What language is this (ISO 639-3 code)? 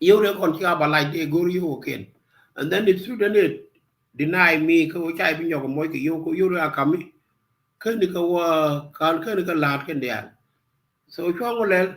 nus